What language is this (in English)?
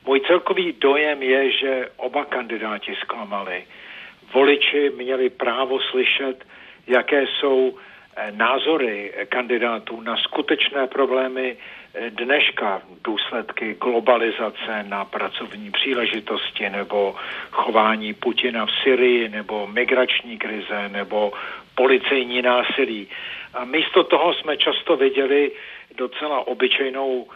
Czech